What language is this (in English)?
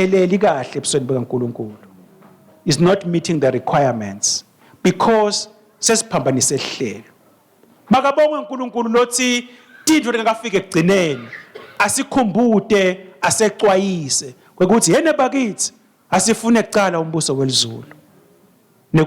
Swati